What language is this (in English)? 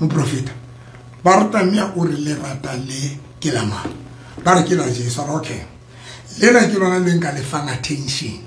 Southern Sotho